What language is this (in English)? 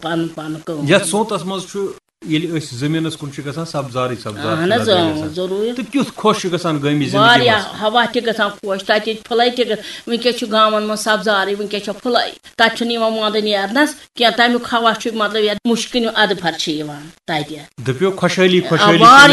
Kashmiri